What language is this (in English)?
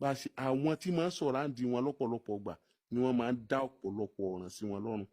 Yoruba